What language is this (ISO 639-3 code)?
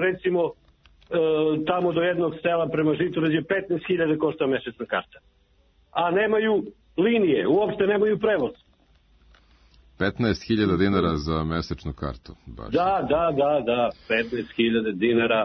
srp